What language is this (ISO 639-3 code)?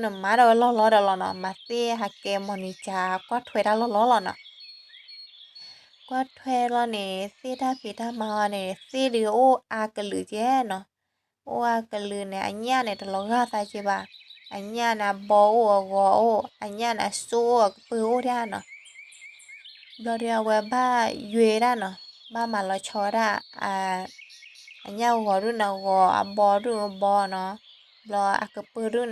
ksw